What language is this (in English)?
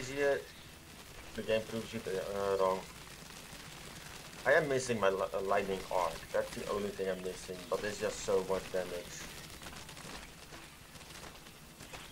English